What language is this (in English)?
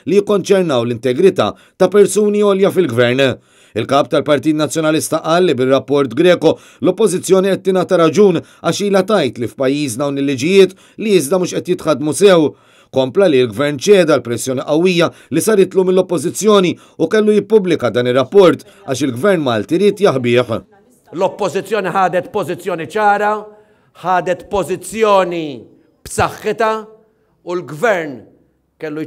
Maltese